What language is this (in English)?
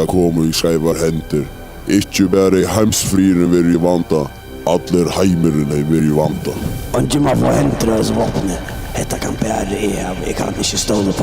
Faroese